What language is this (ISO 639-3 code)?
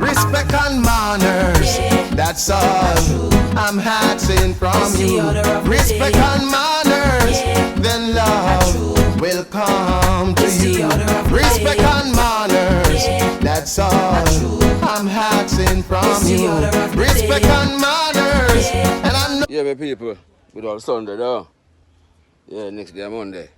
jam